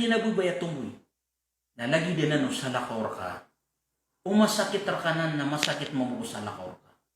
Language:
Maranao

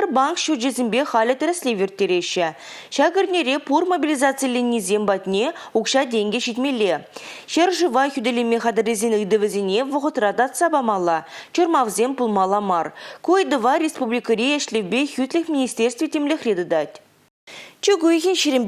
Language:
Chuvash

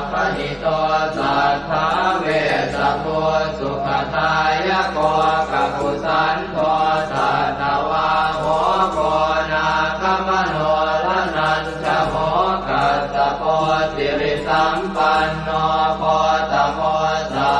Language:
Pali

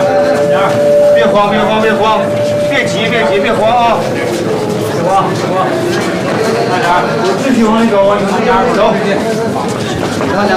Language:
Chinese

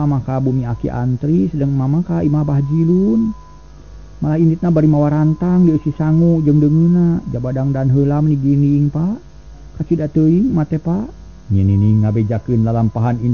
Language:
Sundanese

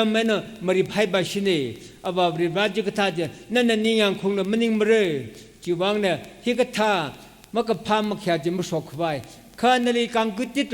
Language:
Tangkhul Naga (India)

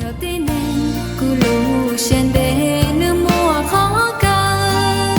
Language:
Hmong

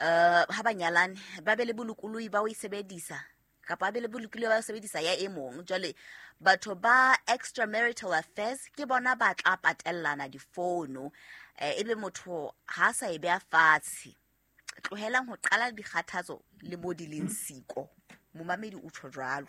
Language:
Southern Sotho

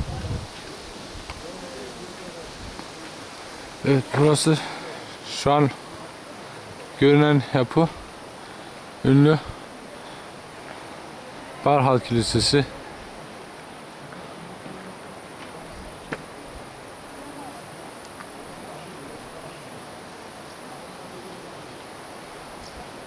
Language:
Turkish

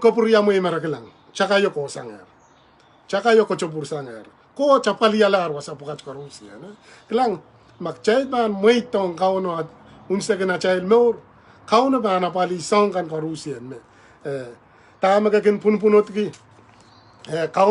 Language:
Pohnpeian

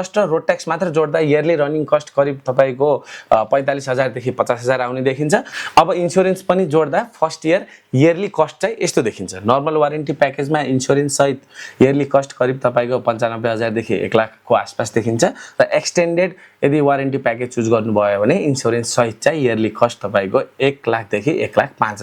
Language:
Nepali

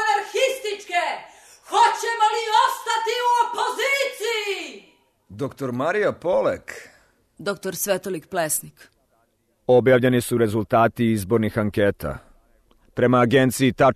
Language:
Serbian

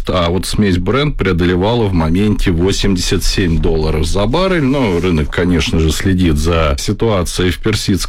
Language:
Russian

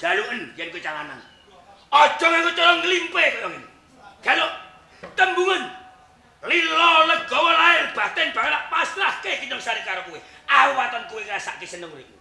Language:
Javanese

